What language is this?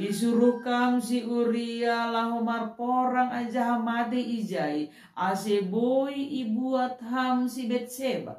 Batak Simalungun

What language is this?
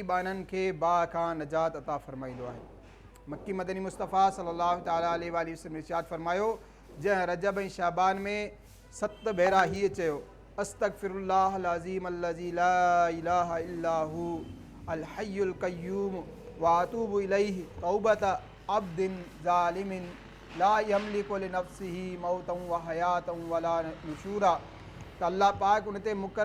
Sindhi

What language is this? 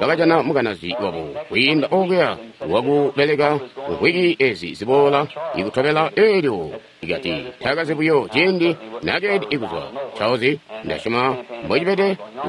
Tonga (Zambia)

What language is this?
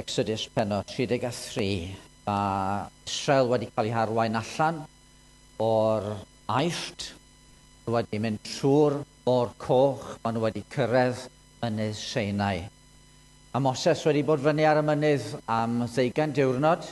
Welsh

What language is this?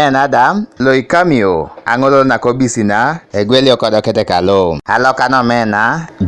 Teso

